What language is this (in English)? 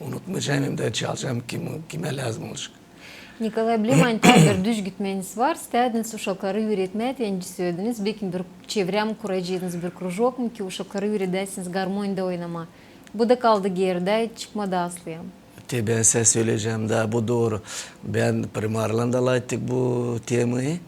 Gagauz